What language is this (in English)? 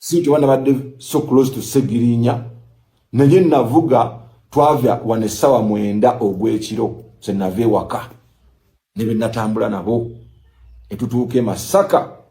Ganda